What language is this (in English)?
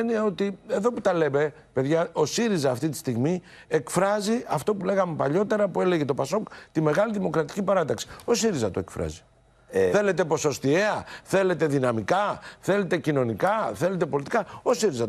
Greek